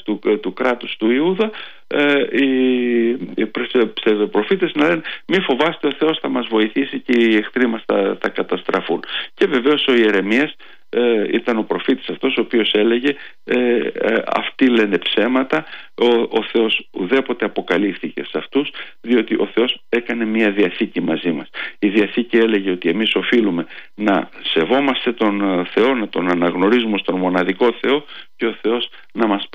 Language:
Greek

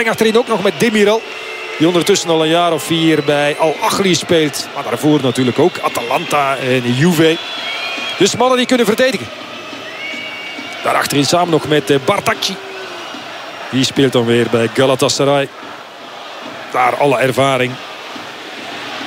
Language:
Dutch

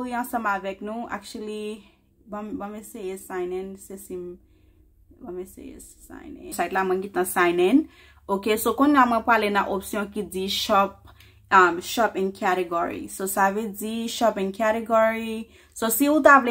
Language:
Haitian Creole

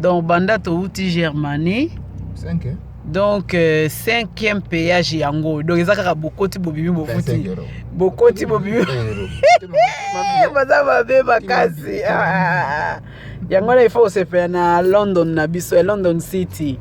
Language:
Lingala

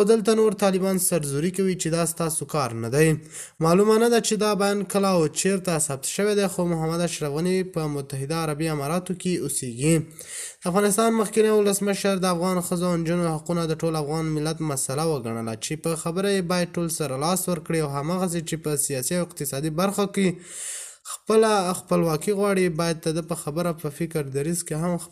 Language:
Pashto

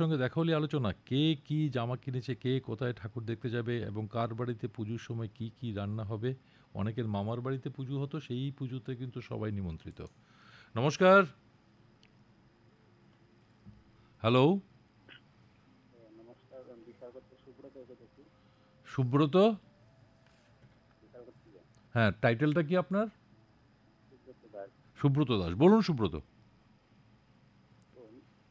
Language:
Bangla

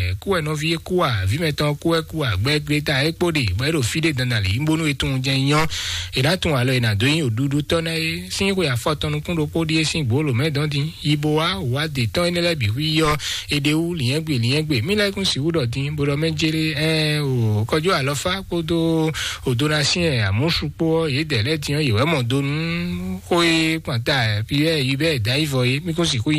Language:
Fon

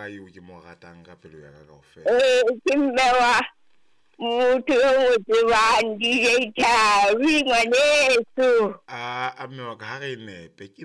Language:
Southern Sotho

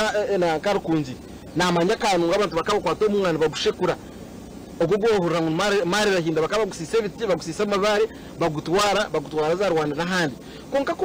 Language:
Nyankole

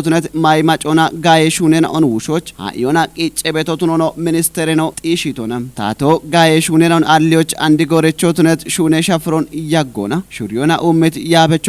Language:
Kafa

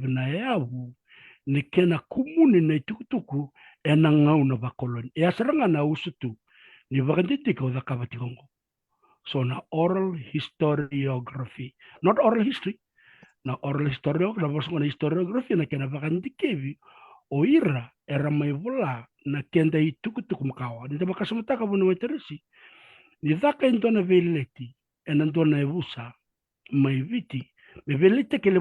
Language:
Fijian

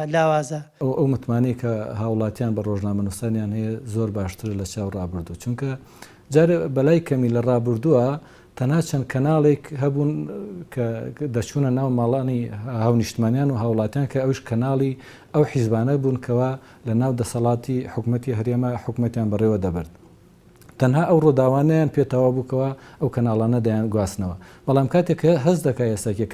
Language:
Central Kurdish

